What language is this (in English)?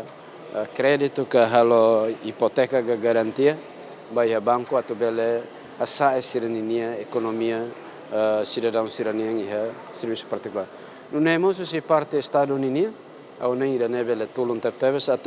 Tetum